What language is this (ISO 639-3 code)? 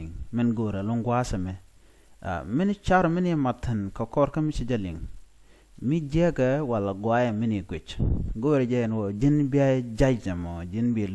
nus